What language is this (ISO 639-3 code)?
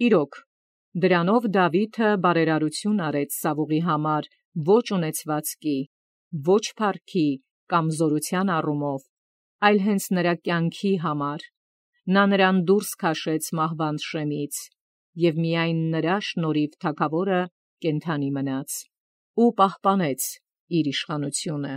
hye